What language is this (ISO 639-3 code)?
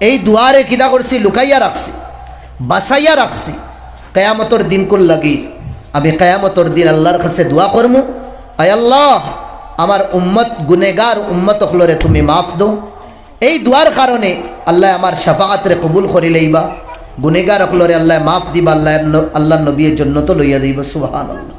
syl